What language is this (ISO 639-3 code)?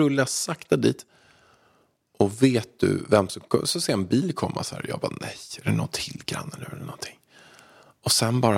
swe